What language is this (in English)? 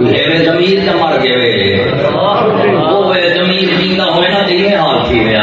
Saraiki